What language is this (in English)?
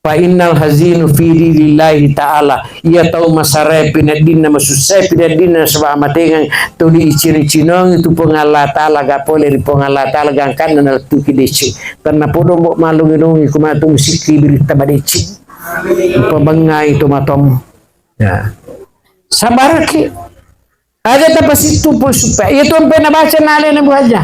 Buginese